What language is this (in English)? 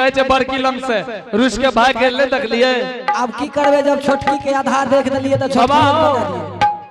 Angika